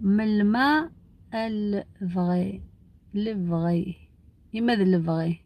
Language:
Algerian Arabic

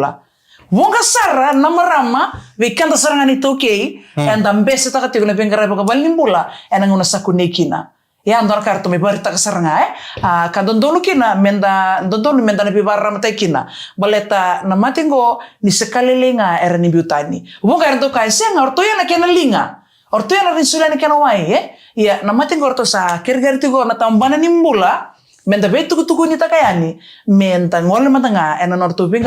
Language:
Fijian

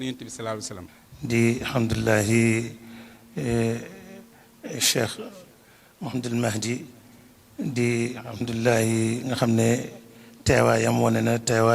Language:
Wolof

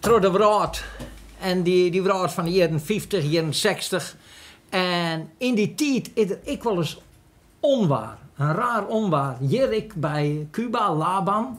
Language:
Western Frisian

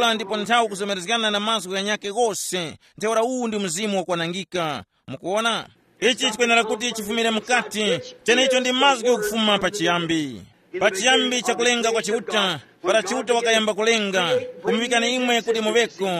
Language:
Tumbuka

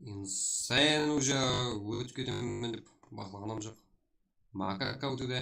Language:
Kara-Kalpak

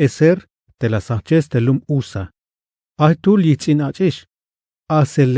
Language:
Tzeltal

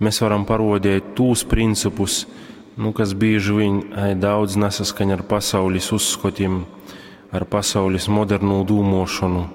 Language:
Latgalian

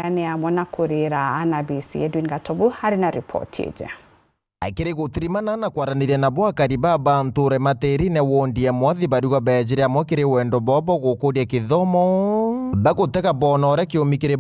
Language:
Meru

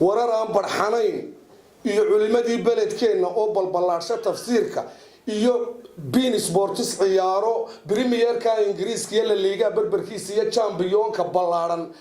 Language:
Somali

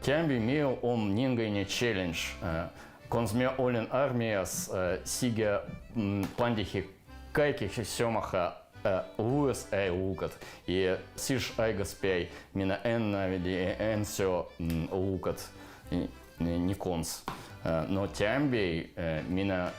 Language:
Veps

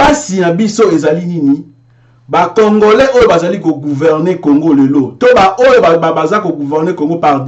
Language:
Lingala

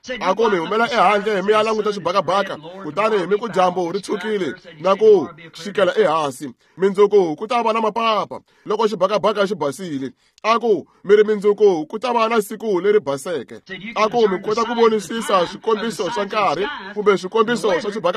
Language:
Tsonga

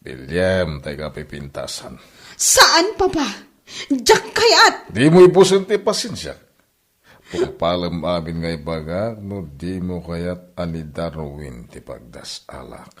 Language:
Iloko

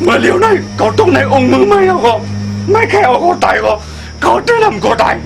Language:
Shan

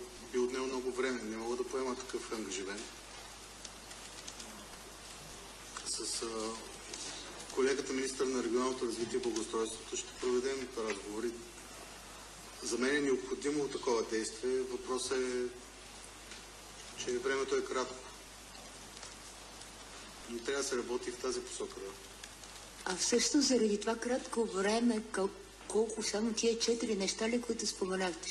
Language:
Bulgarian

